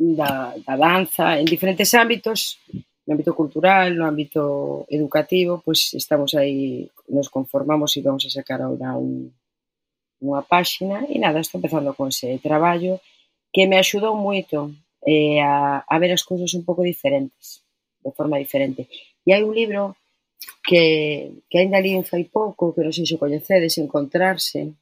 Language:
Galician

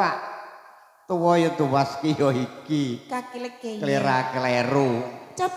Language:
Javanese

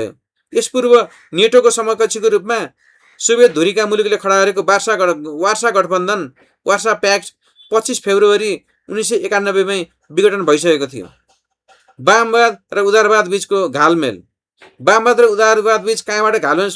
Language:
Nepali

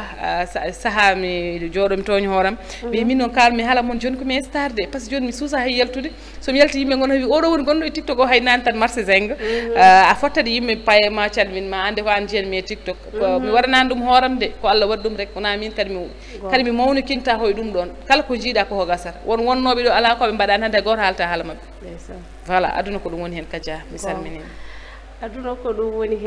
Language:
Fula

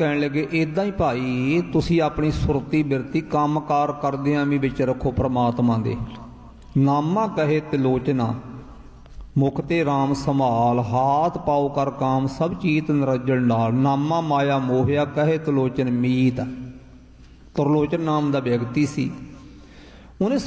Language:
Punjabi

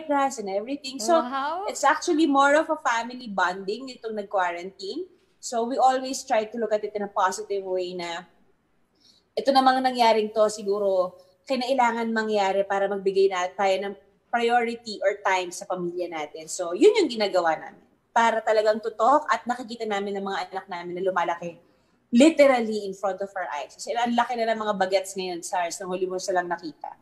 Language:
Filipino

